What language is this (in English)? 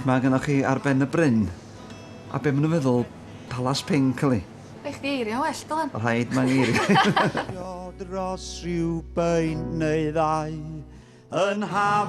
Welsh